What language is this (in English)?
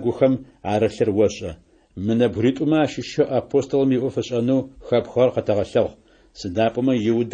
Adyghe